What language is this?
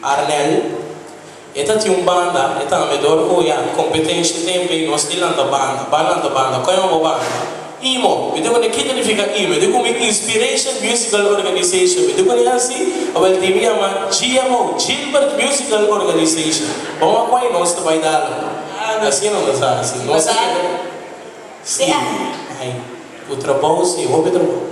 Papiamento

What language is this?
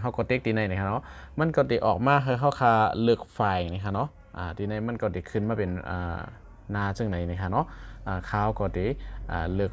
Shan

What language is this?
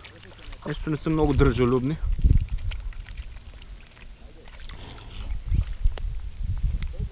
Bulgarian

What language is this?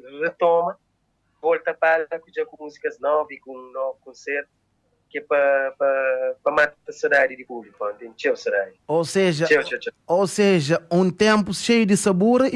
Kabuverdianu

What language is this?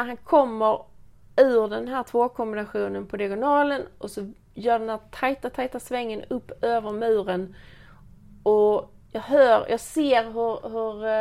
Swedish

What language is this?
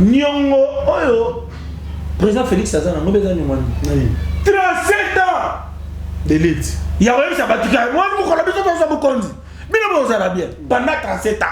Lingala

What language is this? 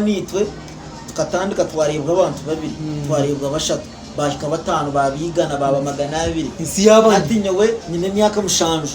Nyankole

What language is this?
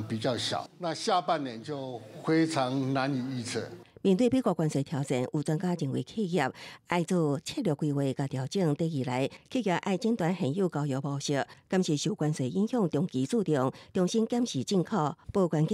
Min Nan Chinese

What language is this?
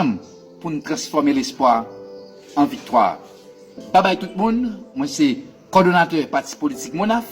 Haitian Creole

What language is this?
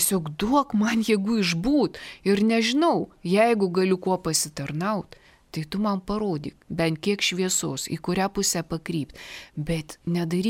Lithuanian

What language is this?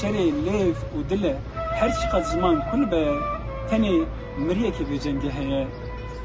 Kurdish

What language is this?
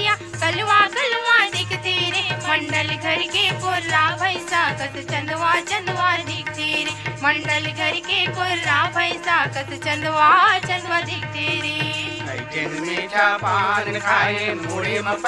Chhattisgarhi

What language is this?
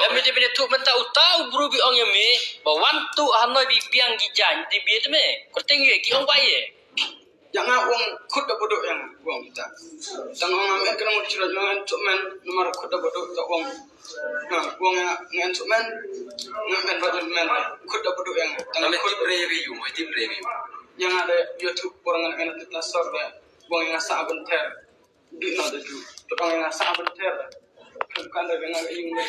Khasi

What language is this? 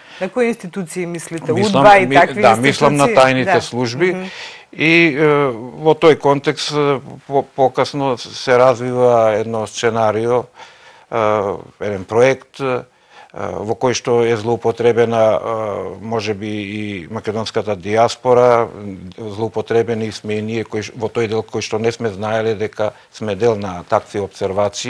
Macedonian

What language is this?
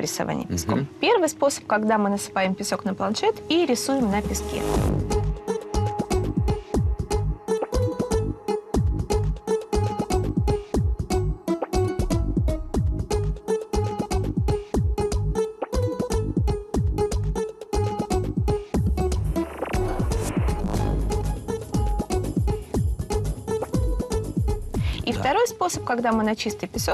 Russian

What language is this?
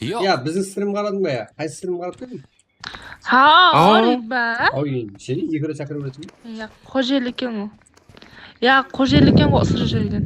Kara-Kalpak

